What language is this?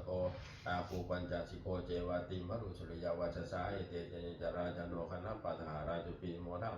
Pali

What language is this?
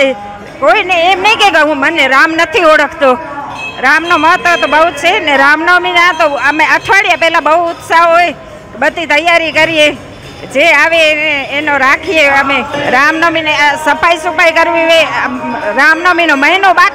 Gujarati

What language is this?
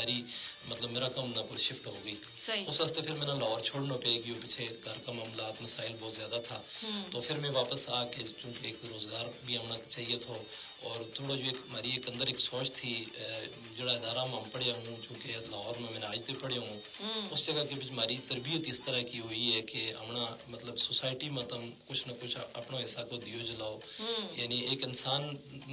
Gujari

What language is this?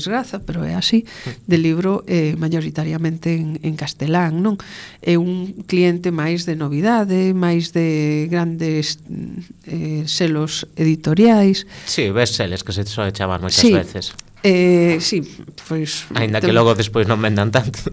Galician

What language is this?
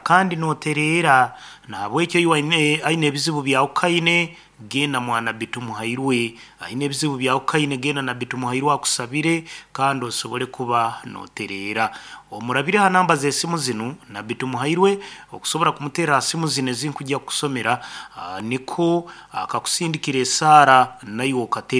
Nyankole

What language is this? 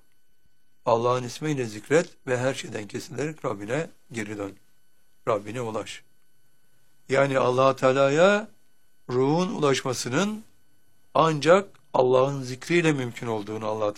Turkish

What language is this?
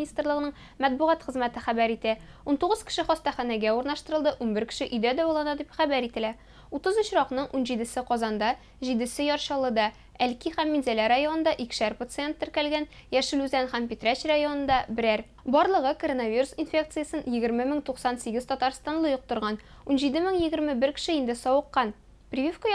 Tatar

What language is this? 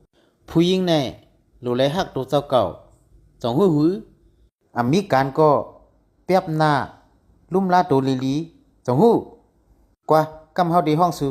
Shan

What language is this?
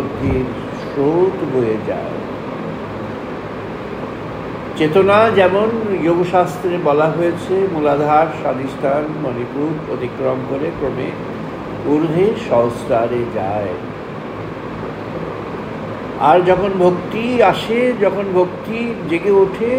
Bangla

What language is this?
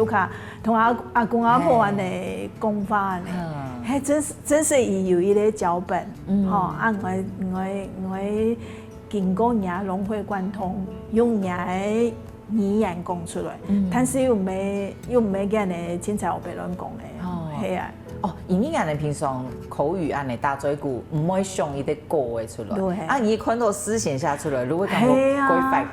Hakka Chinese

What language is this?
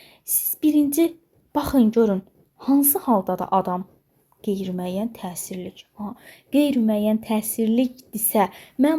Azerbaijani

